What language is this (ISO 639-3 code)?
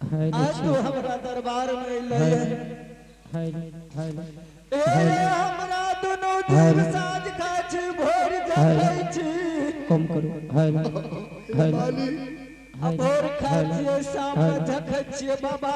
mai